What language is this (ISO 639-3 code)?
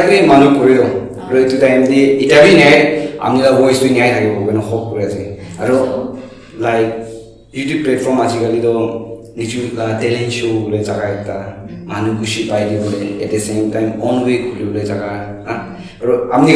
nag